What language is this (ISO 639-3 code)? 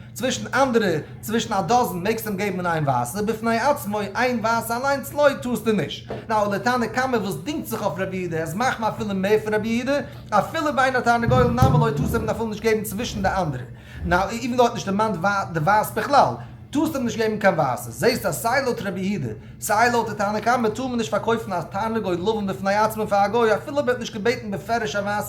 yid